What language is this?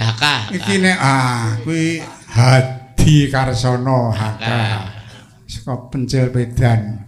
Javanese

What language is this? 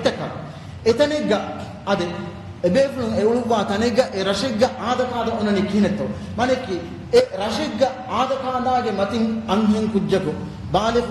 Divehi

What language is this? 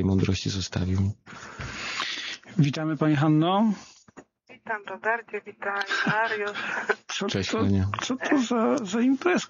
Polish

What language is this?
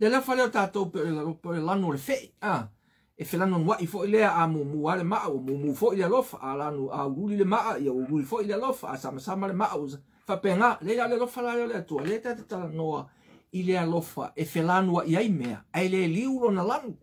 Samoan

